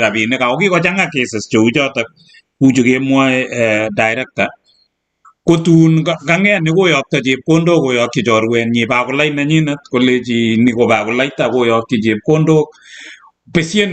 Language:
Kalenjin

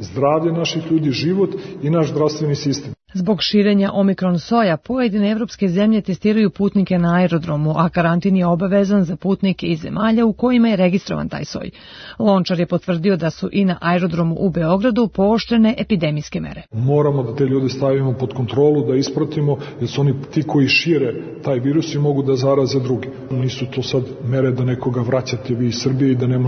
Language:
Serbian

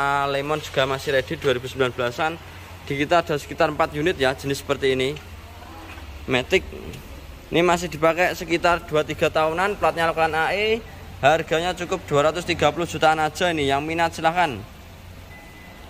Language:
Indonesian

